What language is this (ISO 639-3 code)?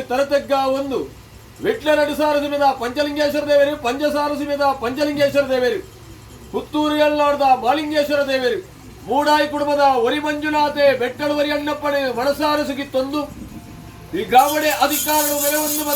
tcy